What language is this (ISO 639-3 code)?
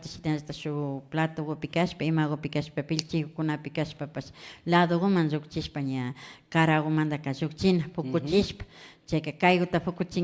qvi